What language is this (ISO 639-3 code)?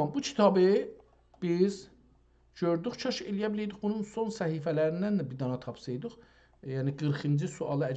azb